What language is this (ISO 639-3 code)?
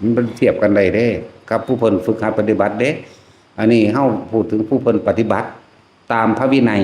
tts